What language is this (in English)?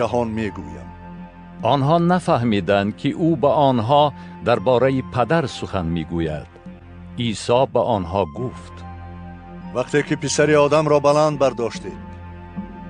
Tajik